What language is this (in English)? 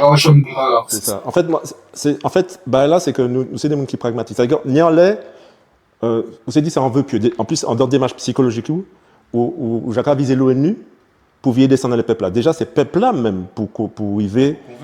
Guadeloupean Creole French